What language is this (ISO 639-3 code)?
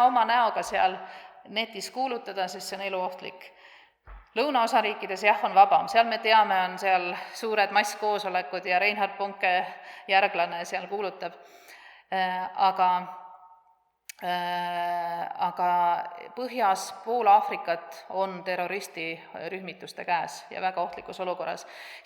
est